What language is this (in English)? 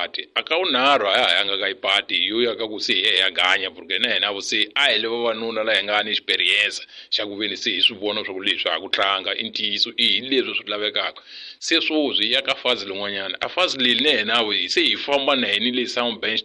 Tsonga